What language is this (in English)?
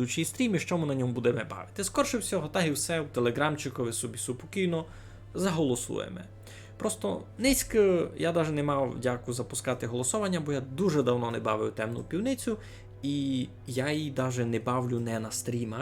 Rusyn